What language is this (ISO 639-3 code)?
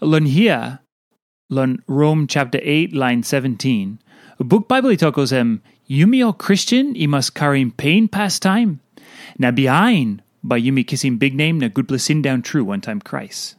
tpi